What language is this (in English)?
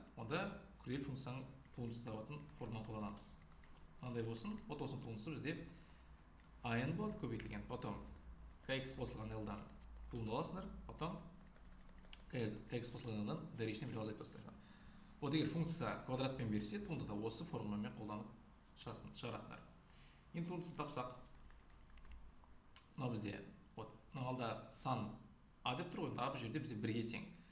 Kazakh